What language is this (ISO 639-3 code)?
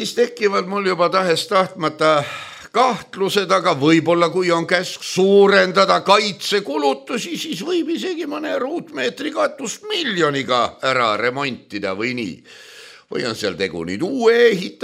est